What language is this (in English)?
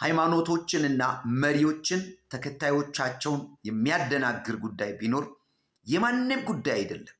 Amharic